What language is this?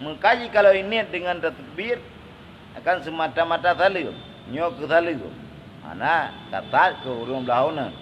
Achinese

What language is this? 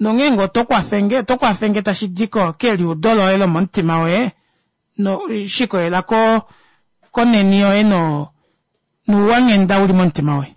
Kuanyama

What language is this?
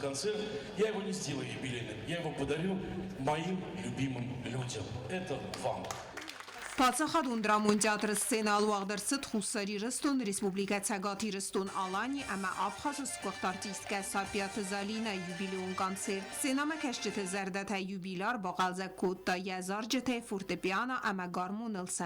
Ossetic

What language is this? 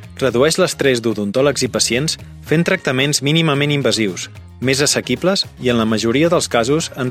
Catalan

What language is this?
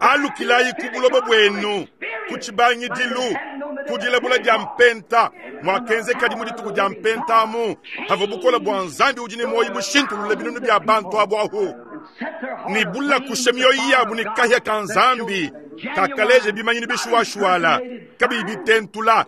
Luba-Lulua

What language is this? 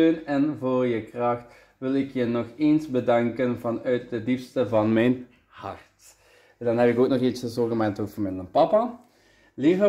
Dutch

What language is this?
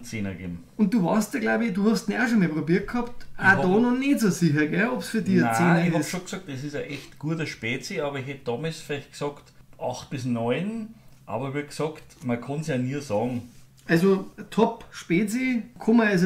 Bavarian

